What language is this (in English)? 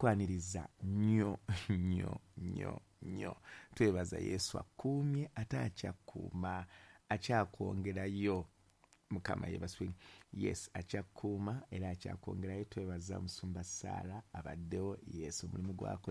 Ganda